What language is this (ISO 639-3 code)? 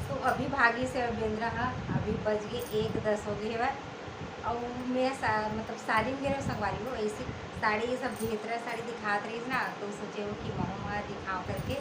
hne